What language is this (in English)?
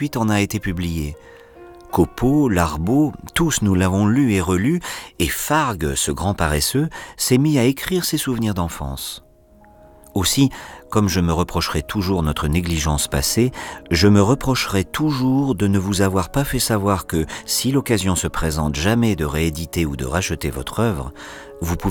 French